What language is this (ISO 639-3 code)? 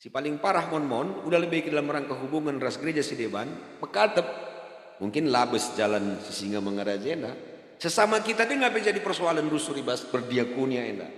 btx